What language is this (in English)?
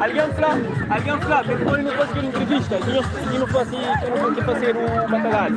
Kabuverdianu